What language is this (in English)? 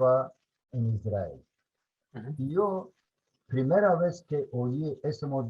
Ladino